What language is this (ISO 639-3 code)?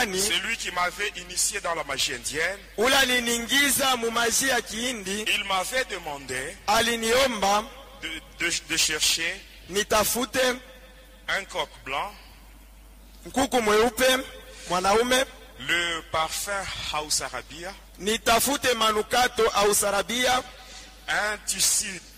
swa